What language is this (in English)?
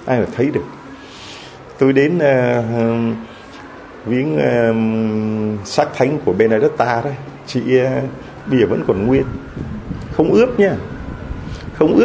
Vietnamese